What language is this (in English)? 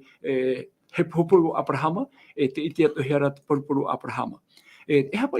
Tahitian